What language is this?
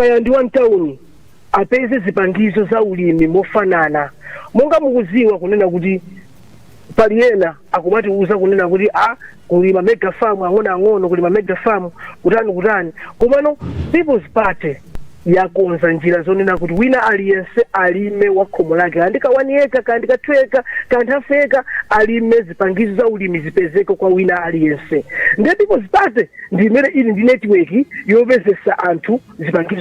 Nyanja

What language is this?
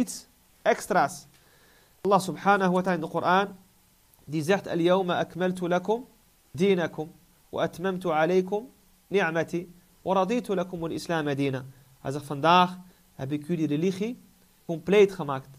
Dutch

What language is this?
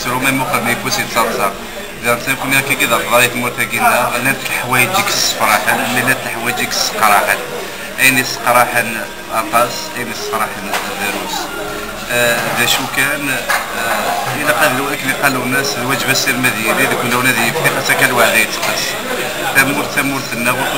Kabyle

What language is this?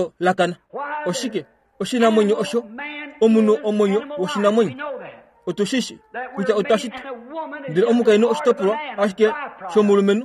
Kuanyama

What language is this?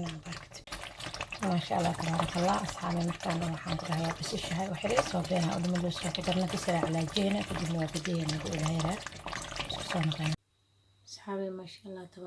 Somali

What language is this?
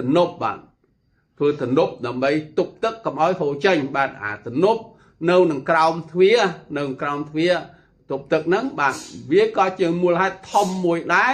Khmer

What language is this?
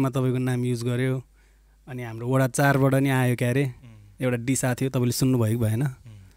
Nepali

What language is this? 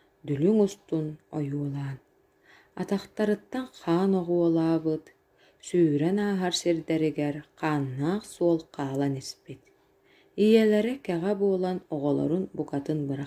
Yakut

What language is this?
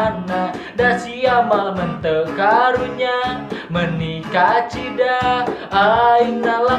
Sundanese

